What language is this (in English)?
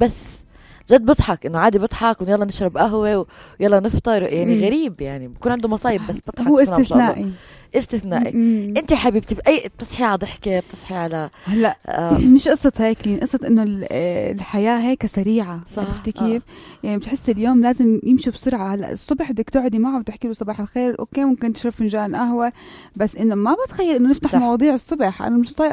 North Levantine Arabic